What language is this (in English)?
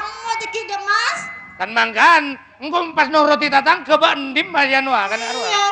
Madurese